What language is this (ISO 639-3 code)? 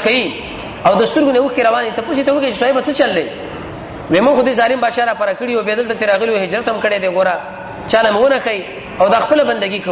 pus